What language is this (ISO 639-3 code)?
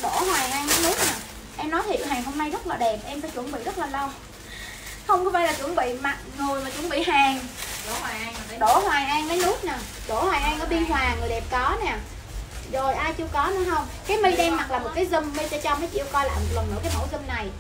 vie